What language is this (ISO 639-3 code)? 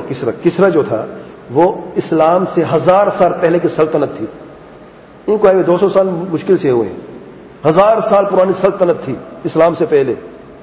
urd